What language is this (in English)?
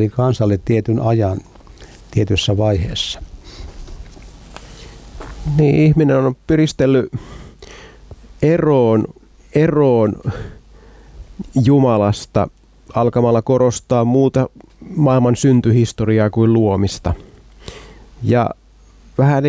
Finnish